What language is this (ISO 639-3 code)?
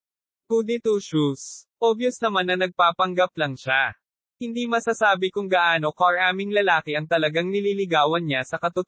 fil